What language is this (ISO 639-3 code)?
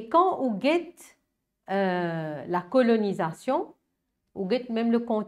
mfe